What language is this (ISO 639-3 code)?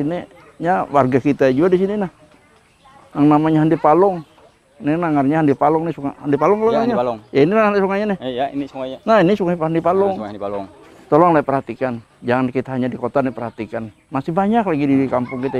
bjn